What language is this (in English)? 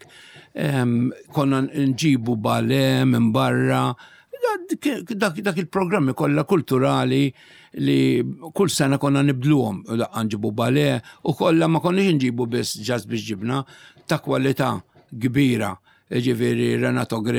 Maltese